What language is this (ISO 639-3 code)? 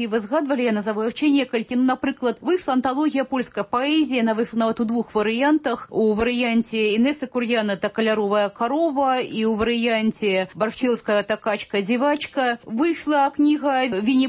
bel